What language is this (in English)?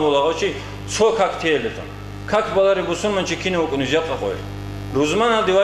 Avaric